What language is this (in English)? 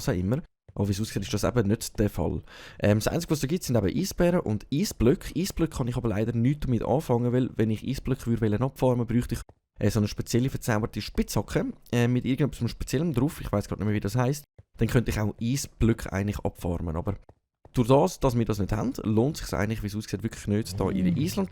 Swiss German